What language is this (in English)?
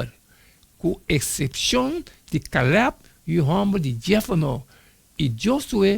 Papiamento